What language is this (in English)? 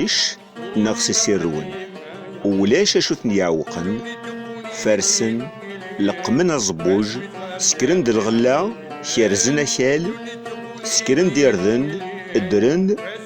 Kabyle